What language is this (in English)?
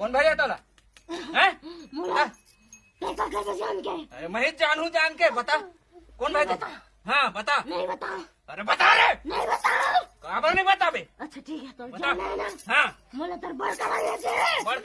Chhattisgarhi